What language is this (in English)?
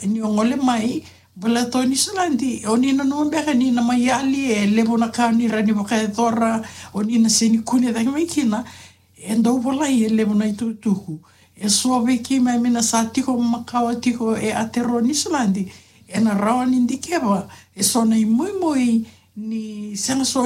Fijian